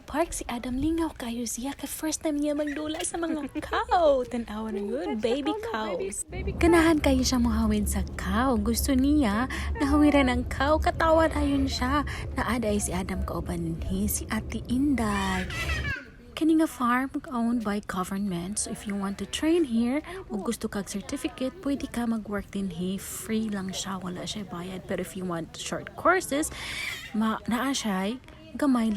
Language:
Cebuano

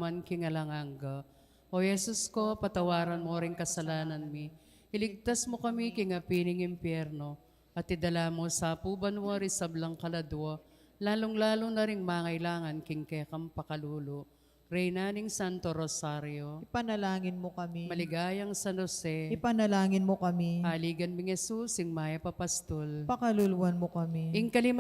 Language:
Pampanga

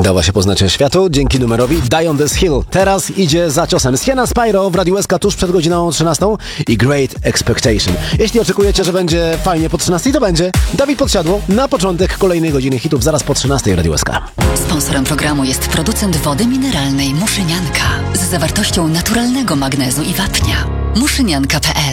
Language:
Polish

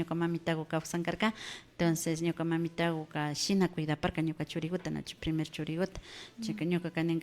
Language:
Imbabura Highland Quichua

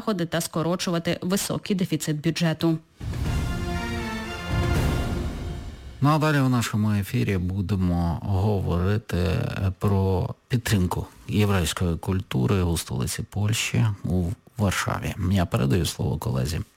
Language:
Ukrainian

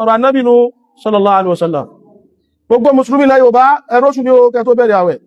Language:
Yoruba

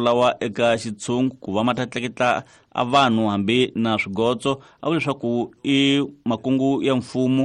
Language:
Tsonga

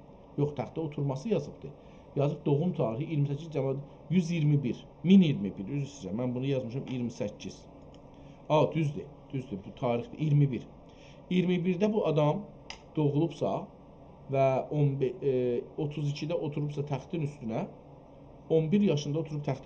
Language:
South Azerbaijani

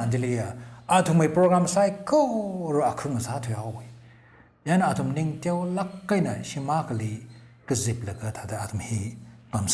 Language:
Tangkhul Naga (India)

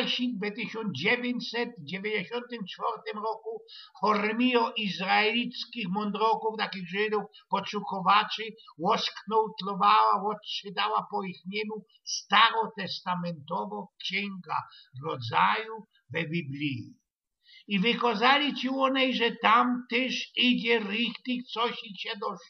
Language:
Silesian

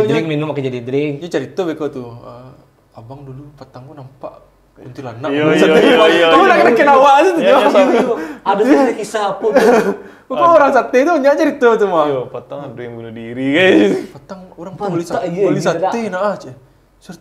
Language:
Minangkabau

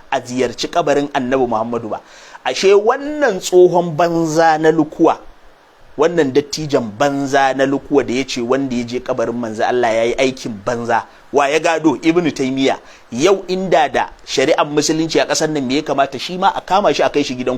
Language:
Hausa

